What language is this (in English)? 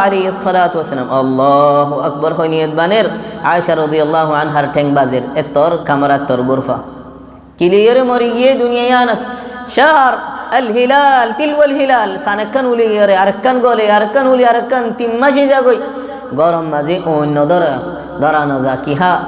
Rohingya